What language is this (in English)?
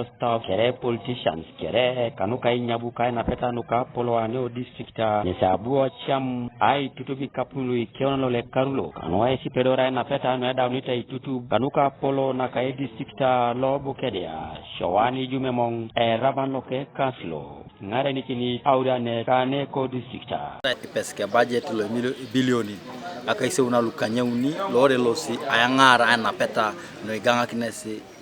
Teso